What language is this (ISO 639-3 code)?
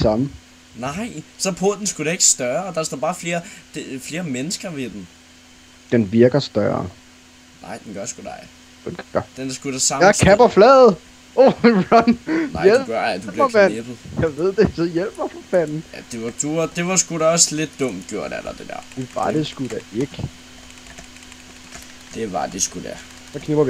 dan